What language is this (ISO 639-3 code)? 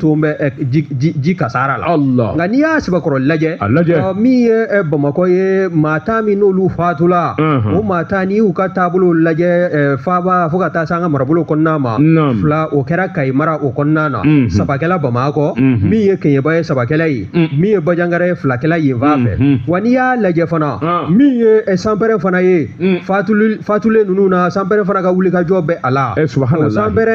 bam